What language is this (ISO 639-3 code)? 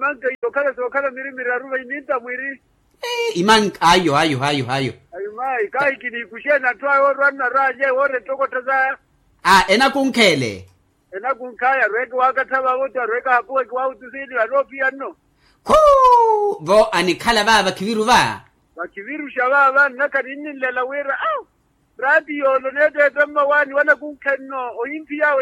vmw